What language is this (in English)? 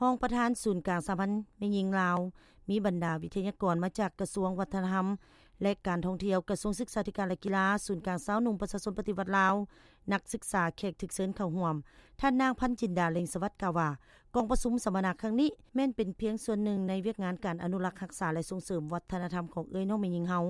Lao